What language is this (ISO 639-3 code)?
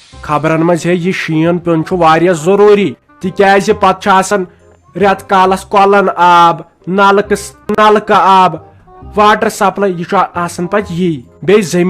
kas